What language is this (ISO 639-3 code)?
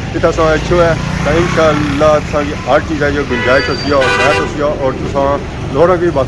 phr